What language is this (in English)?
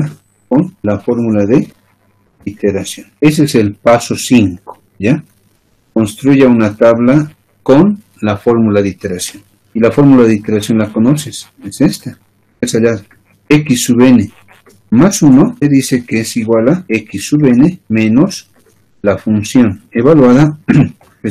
Spanish